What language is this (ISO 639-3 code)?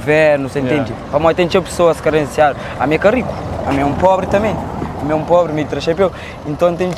kea